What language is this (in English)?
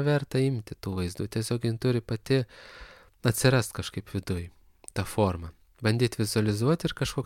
Lithuanian